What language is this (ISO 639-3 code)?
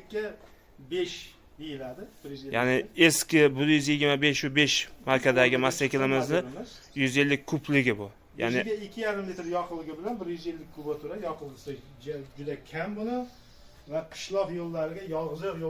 uzb